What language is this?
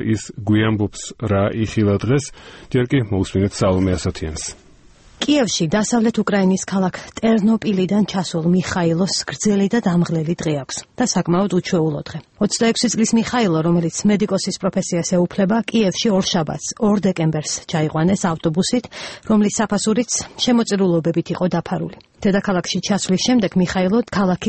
Georgian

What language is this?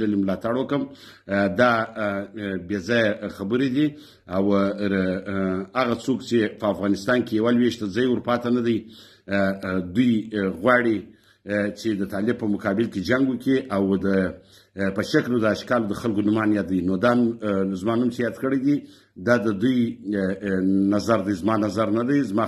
Pashto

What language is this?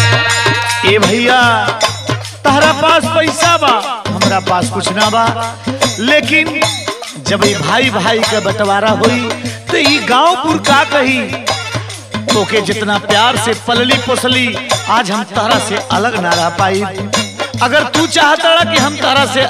Bhojpuri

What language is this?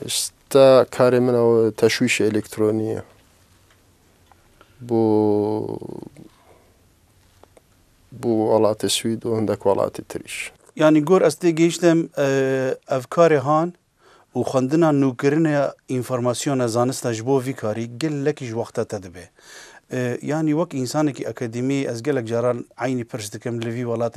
Kurdish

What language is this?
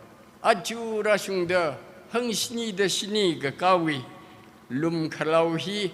Tangkhul Naga (India)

